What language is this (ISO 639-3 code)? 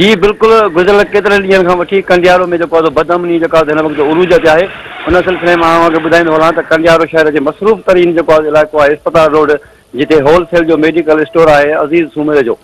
snd